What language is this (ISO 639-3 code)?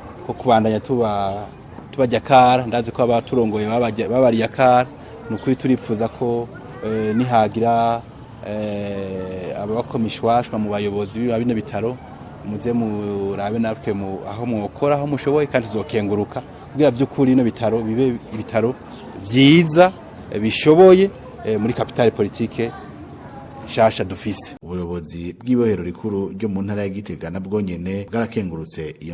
run